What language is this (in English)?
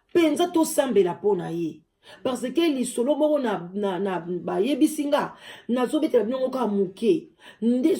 Lingala